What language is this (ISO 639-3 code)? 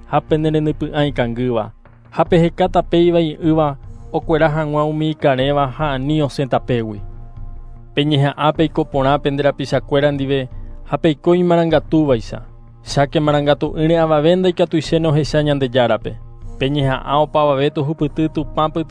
grn